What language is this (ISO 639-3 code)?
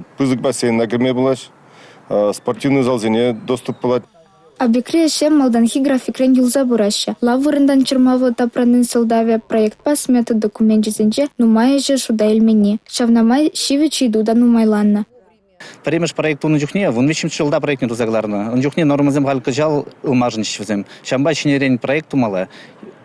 chv